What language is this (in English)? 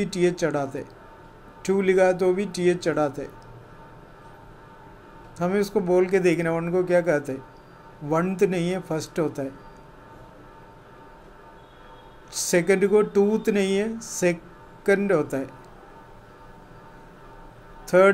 Hindi